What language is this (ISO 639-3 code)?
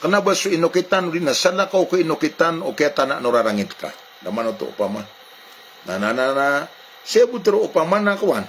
mrw